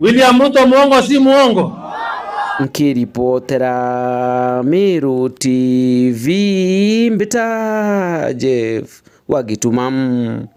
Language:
Meru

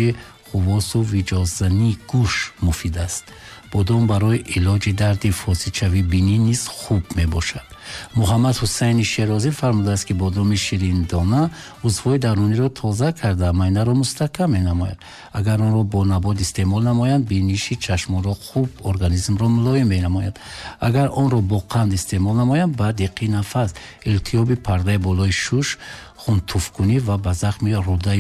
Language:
Tajik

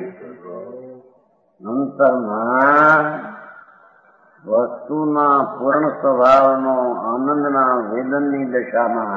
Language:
Gujarati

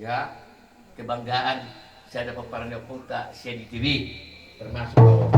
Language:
Batak Toba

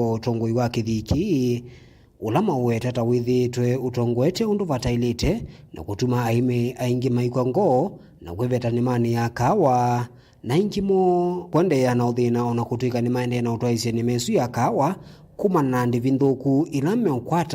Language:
Kamba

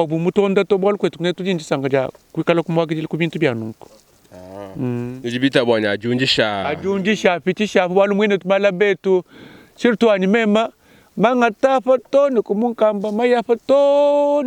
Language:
Luba-Lulua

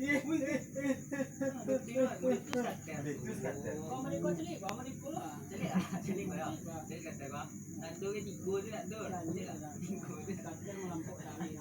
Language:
Minangkabau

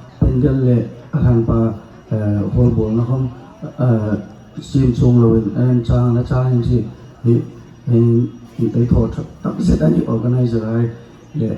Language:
Hmar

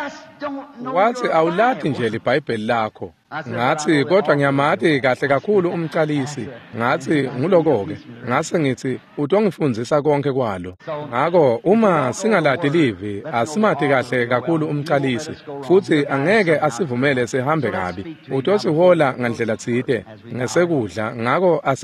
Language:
Swati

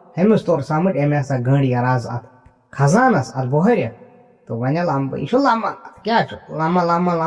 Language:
Kashmiri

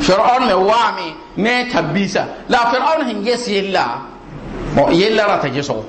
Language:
Mossi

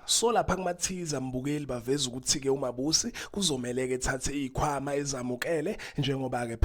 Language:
Zulu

